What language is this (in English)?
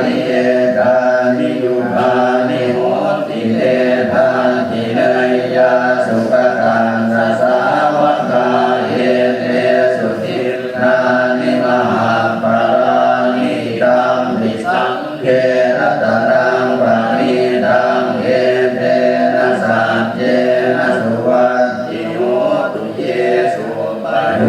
Pali